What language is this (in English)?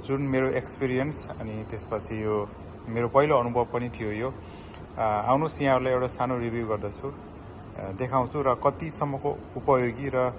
Nepali